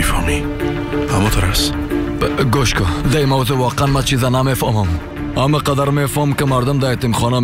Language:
Persian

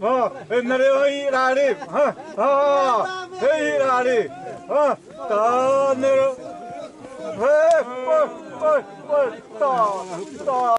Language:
Xavánte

